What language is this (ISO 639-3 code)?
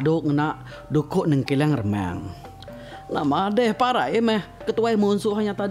iba